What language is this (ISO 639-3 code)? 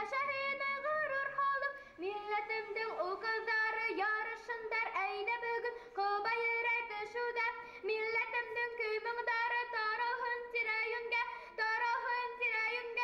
bak